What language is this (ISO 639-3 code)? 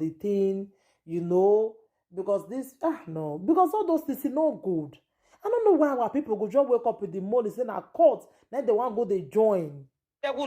pcm